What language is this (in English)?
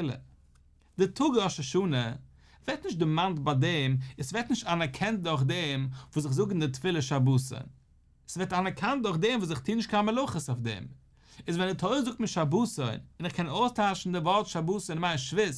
Yiddish